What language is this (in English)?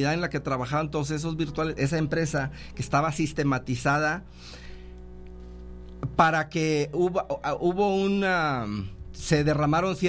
Spanish